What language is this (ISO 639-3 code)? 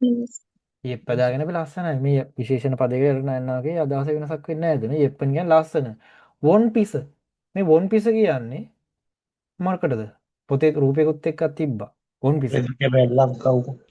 sin